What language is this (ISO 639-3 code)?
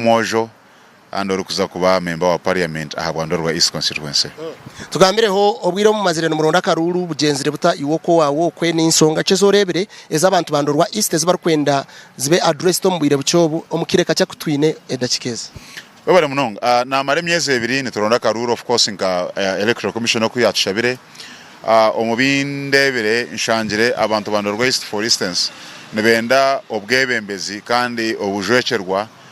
nyn